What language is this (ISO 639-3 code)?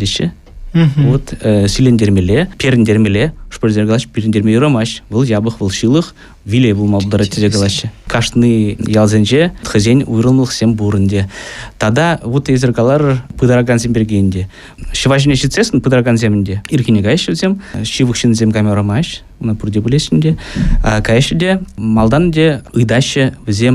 chv